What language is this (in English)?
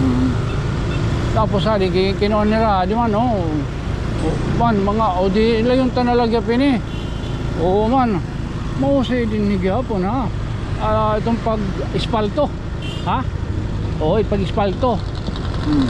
Waray